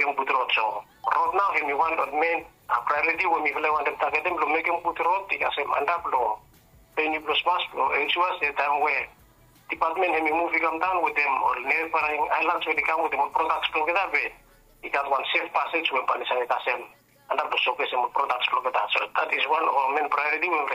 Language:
Bislama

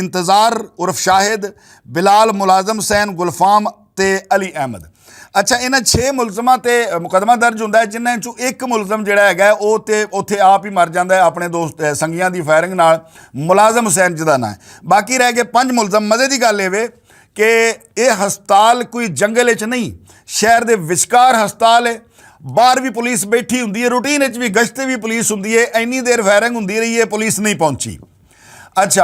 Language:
Western Panjabi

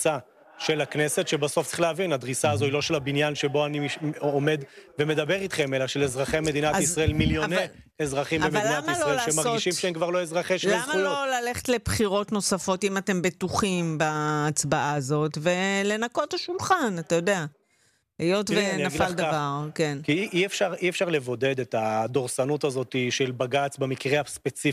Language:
Hebrew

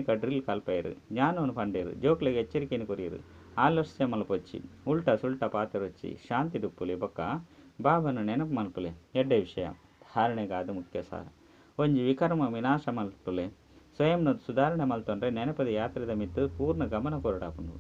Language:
Tulu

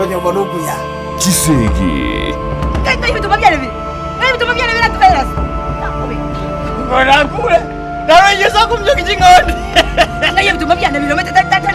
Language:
Gusii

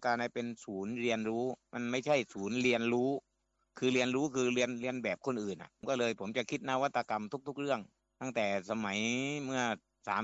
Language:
Thai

